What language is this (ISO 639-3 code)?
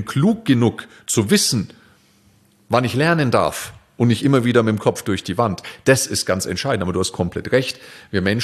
deu